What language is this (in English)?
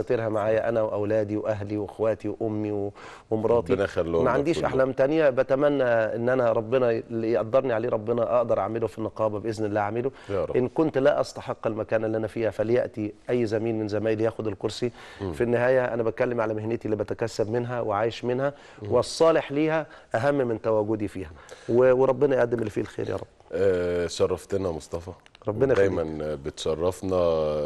Egyptian Arabic